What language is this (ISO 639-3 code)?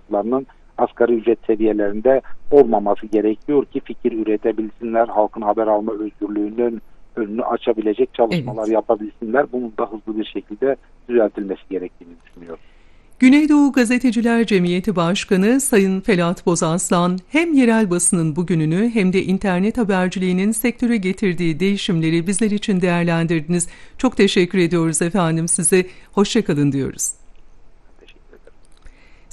tur